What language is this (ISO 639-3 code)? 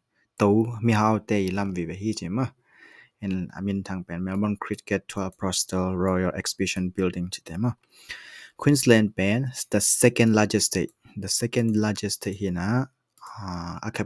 ctd